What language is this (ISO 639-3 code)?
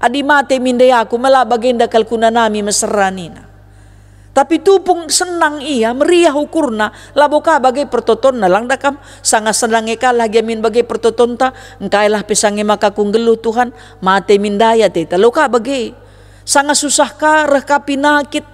btx